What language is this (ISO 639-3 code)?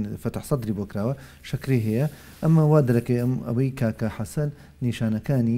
ckb